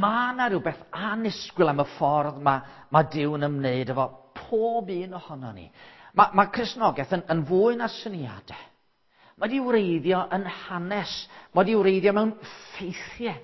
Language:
Welsh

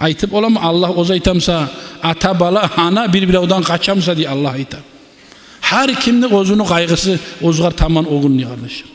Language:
Kumyk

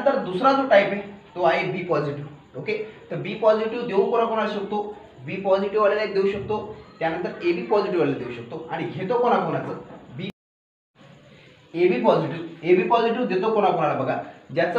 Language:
Marathi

